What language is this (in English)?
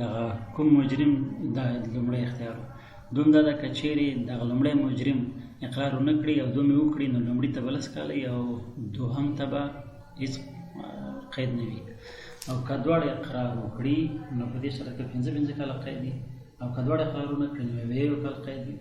Pashto